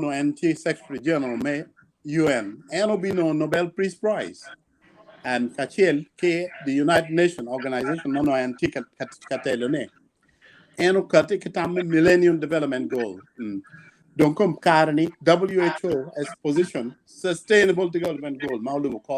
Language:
Acoli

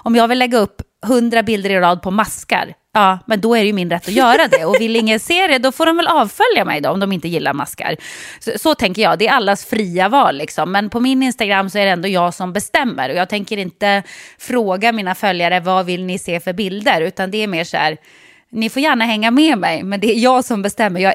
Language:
Swedish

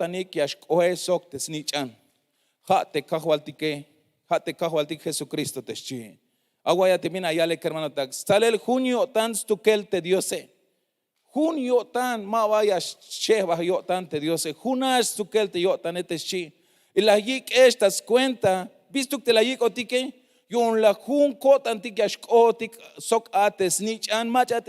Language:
Tzeltal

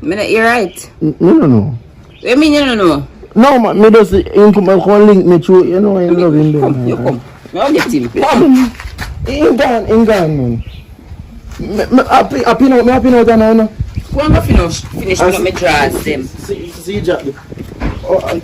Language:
Jamaican Creole English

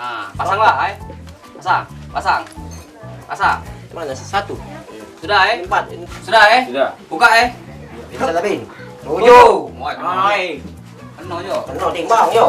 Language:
Musi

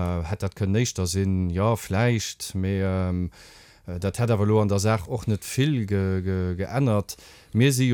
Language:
Luxembourgish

